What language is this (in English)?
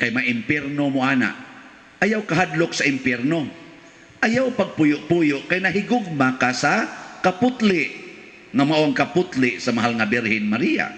Cebuano